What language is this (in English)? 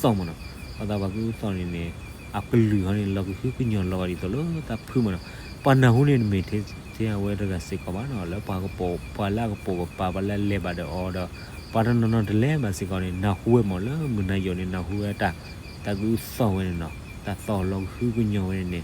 S'gaw Karen